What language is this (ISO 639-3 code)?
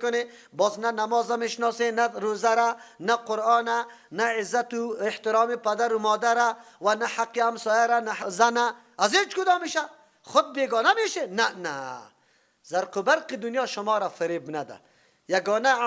fas